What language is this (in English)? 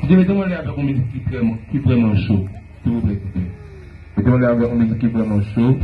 Haitian Creole